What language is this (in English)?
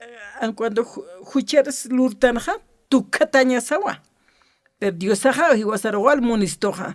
Aymara